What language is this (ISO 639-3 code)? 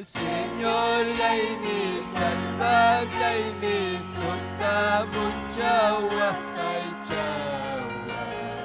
quy